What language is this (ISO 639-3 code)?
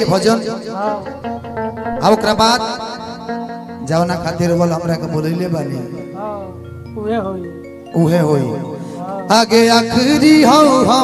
bho